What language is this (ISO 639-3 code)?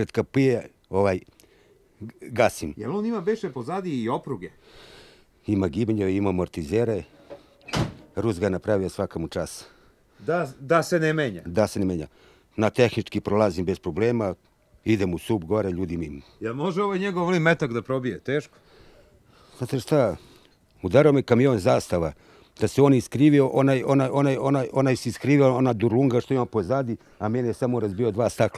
srp